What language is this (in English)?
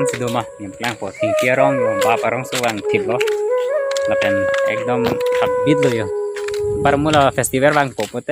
Karbi